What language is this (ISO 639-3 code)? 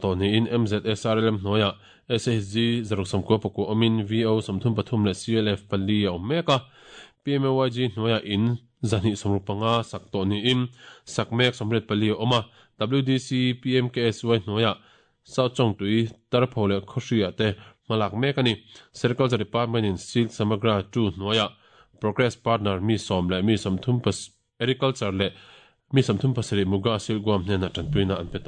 lus